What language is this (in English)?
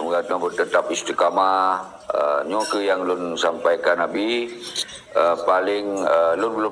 Achinese